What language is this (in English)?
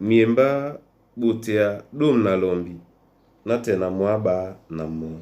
Duala